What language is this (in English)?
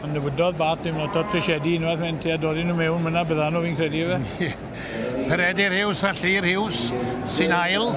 Welsh